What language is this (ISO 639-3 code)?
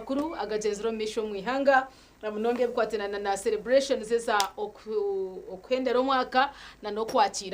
nyn